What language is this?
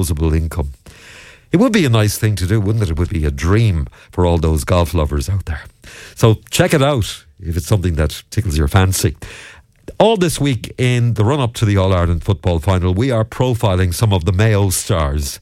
English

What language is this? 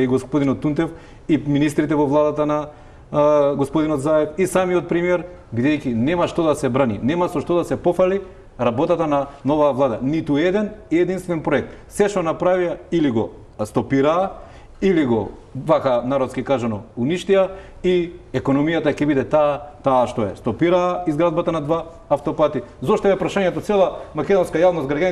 Macedonian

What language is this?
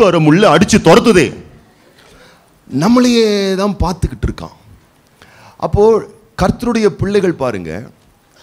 Tamil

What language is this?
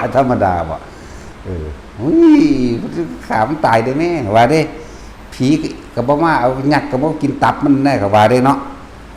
Lao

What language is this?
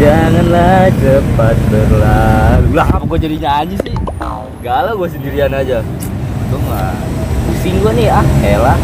Betawi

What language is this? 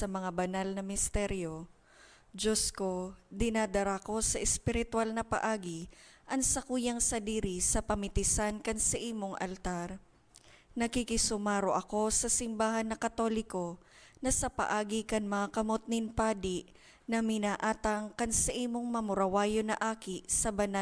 Bikol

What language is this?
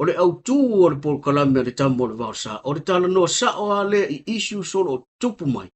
Samoan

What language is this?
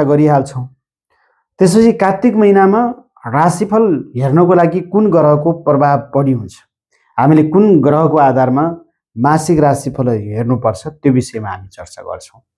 Nepali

